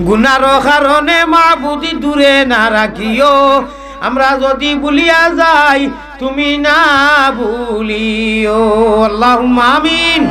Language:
Sylheti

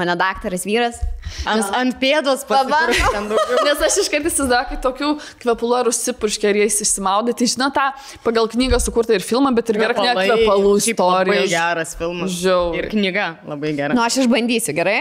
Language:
Lithuanian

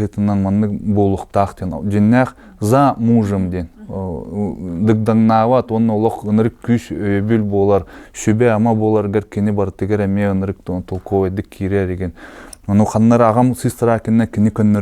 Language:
Yakut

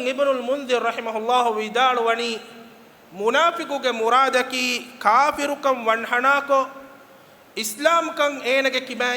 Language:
Divehi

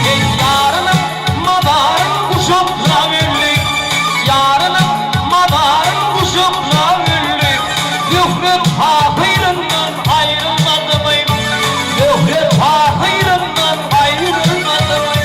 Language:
Turkmen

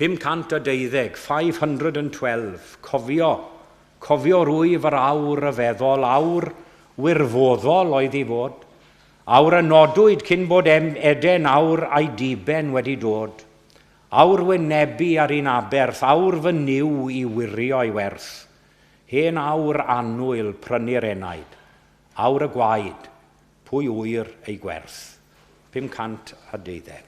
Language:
Welsh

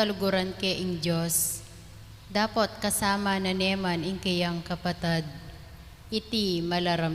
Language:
Pampanga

